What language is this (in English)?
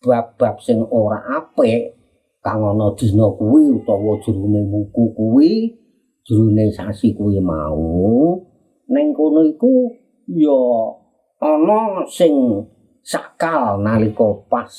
Javanese